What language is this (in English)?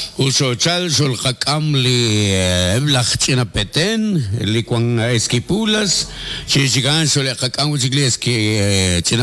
Kekchí